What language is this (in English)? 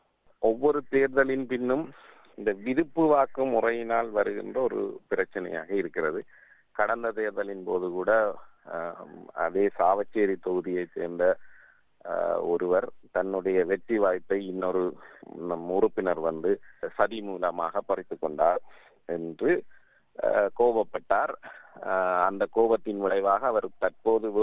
Tamil